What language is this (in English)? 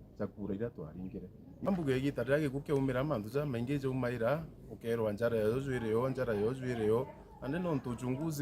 Meru